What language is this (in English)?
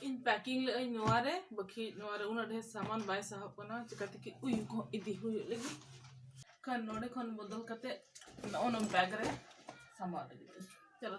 Santali